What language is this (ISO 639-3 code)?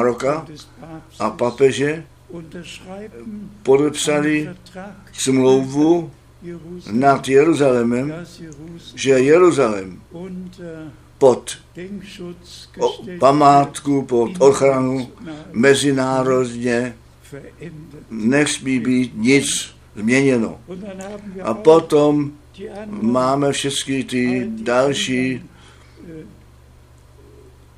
ces